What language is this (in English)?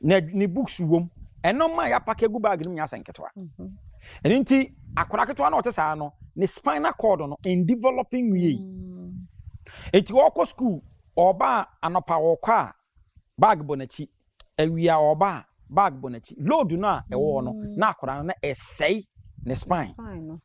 Akan